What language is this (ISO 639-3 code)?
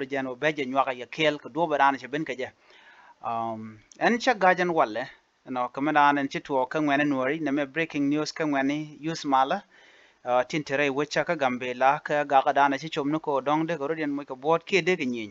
nus